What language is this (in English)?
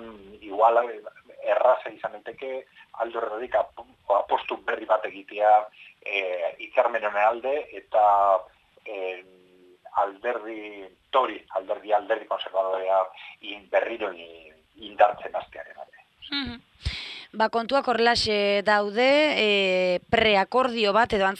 Basque